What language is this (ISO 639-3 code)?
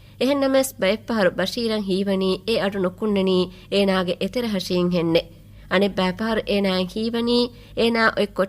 div